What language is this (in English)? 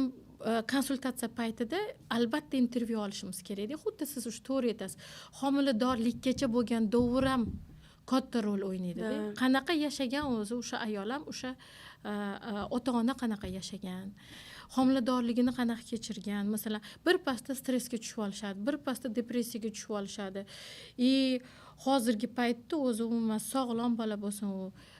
Uzbek